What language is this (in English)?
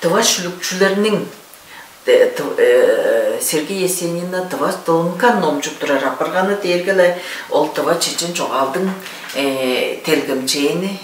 Tuvinian